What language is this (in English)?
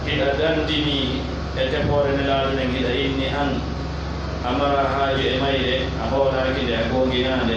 Pular